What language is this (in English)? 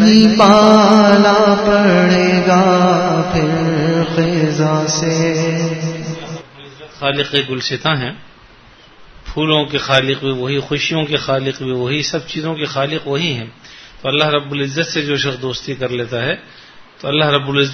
Urdu